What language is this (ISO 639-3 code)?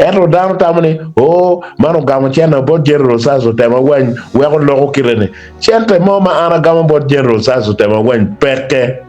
ach